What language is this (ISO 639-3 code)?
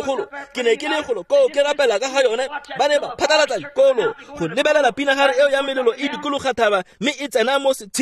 tsn